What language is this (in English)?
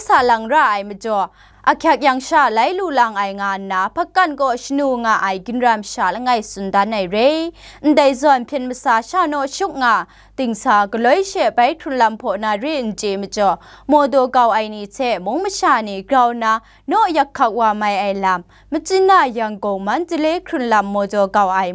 Kachin